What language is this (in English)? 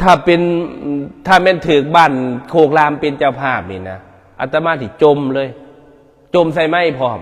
Northeastern Thai